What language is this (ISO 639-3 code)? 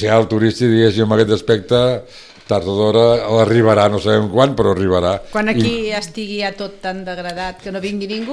cat